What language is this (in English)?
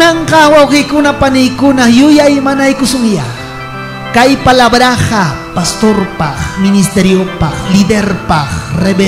Ayacucho Quechua